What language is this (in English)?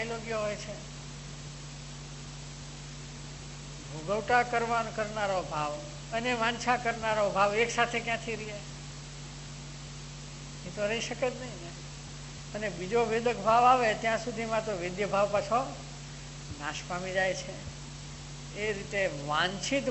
Gujarati